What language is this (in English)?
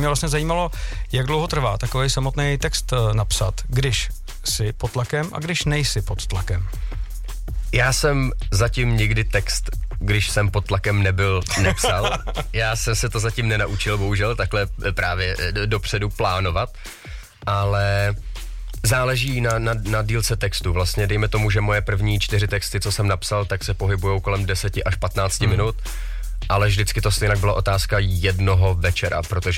Czech